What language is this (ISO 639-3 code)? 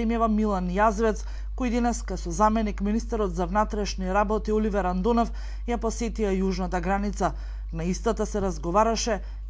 mkd